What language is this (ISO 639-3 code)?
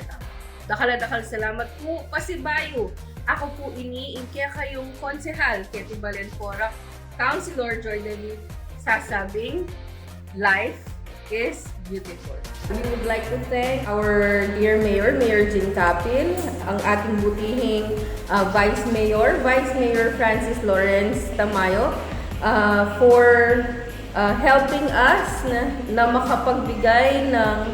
pam